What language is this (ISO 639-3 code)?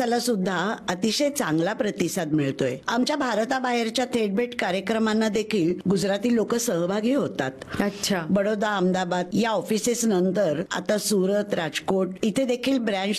mar